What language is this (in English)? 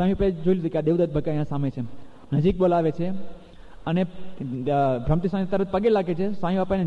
Gujarati